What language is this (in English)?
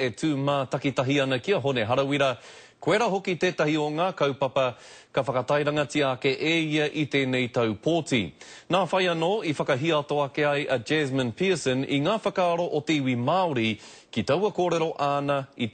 Māori